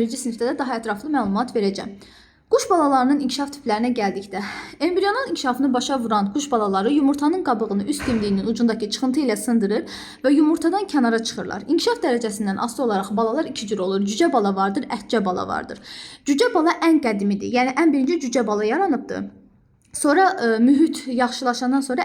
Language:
Azerbaijani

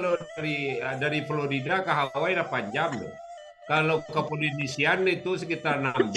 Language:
Minangkabau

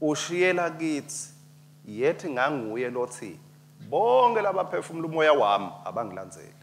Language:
Swati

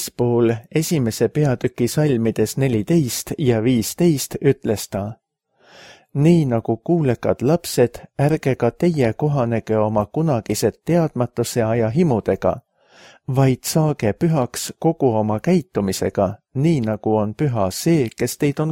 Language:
Estonian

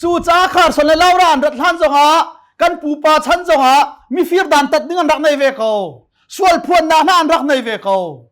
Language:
Hakha Chin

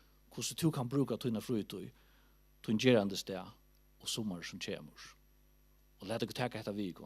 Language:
Faroese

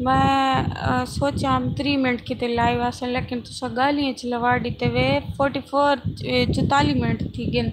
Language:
Saraiki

